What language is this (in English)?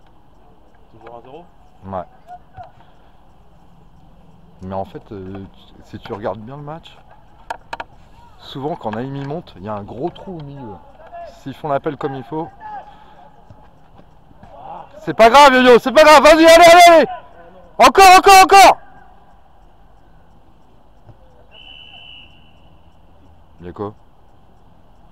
French